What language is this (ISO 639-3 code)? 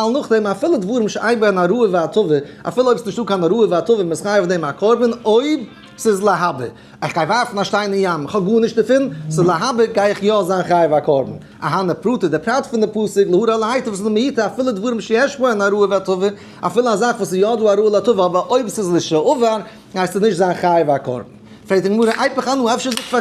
yid